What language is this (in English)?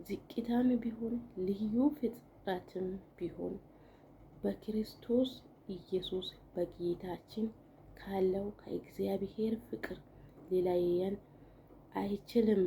Amharic